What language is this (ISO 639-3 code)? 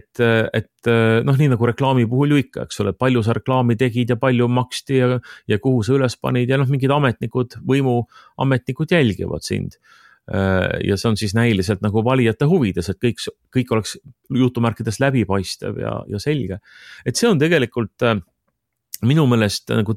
est